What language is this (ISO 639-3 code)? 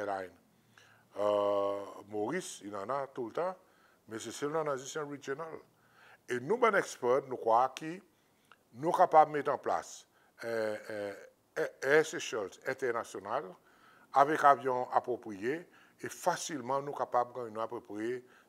crs